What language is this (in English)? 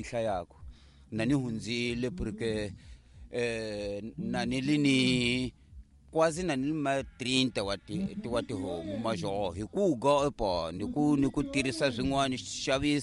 Tsonga